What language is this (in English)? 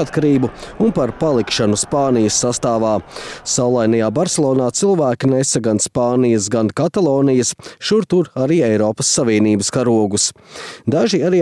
Latvian